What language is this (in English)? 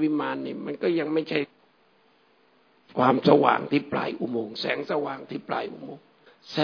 Thai